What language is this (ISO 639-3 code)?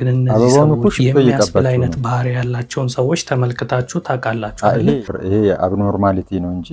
amh